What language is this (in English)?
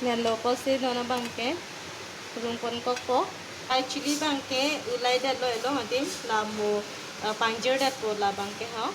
Karbi